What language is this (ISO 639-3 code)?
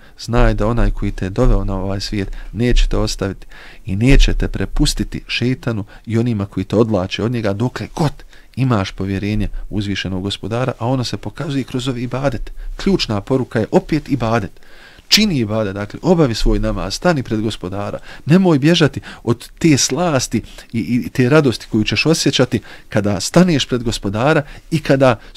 bos